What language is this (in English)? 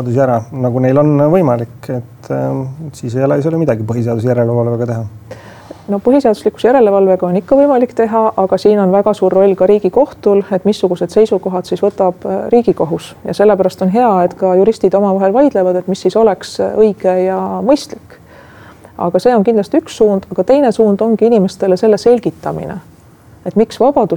Estonian